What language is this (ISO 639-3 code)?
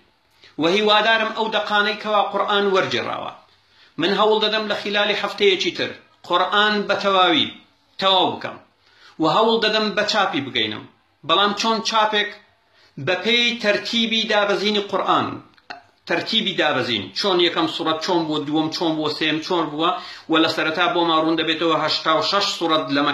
ckb